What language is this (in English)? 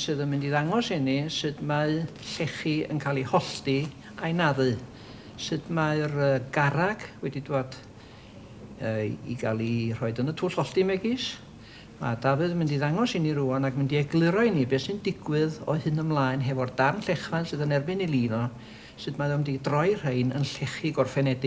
Welsh